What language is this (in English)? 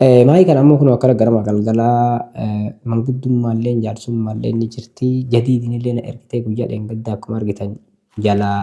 Oromo